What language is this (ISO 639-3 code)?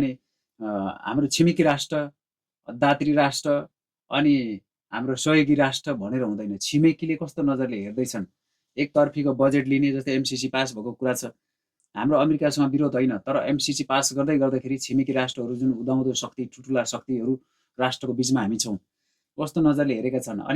nep